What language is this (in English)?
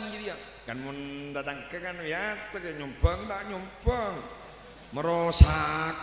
Madurese